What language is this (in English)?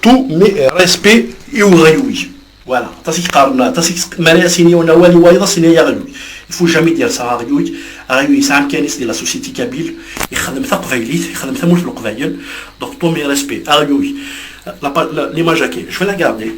Kabyle